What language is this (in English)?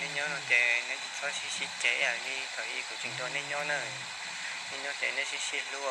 Hmong